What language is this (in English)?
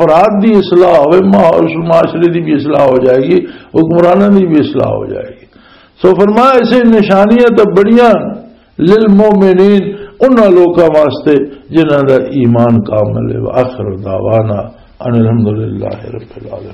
Western Panjabi